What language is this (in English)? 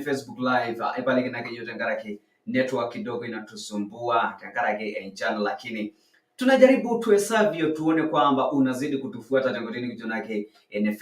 Masai